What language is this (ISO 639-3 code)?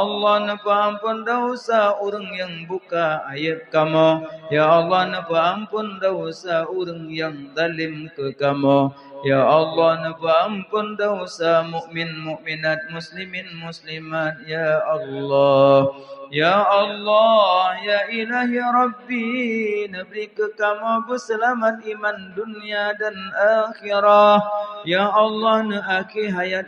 ace